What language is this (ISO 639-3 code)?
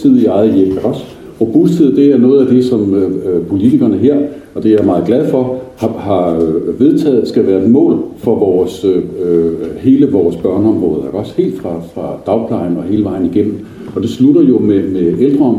dan